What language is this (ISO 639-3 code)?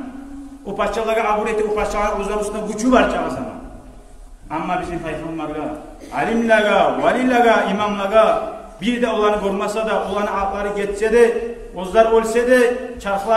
kum